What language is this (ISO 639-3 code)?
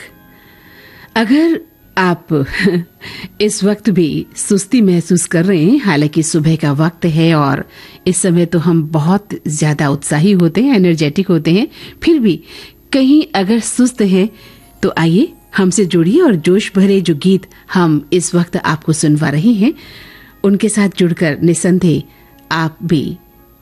hin